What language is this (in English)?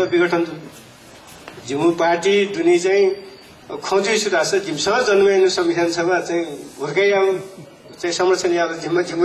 Newari